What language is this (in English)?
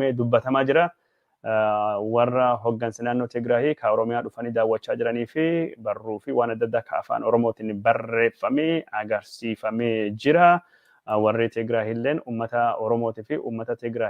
Oromo